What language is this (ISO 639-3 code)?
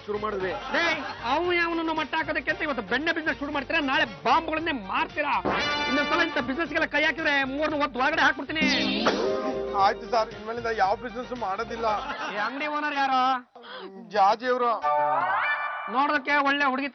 kan